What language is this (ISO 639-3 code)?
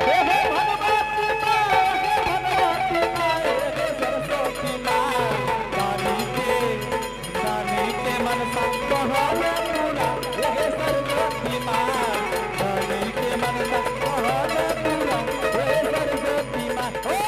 anp